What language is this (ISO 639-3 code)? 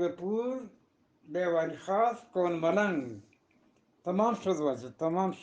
bgp